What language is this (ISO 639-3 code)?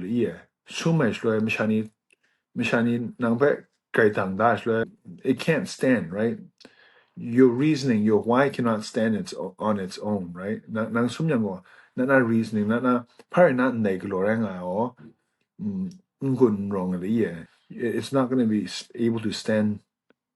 kac